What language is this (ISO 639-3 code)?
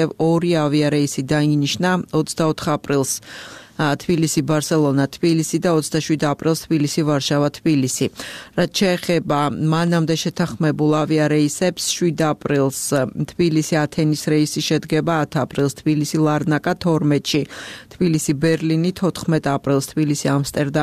kat